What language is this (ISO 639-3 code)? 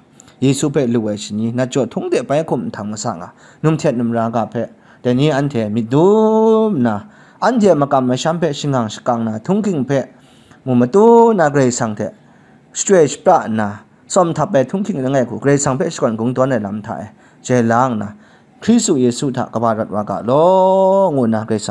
kac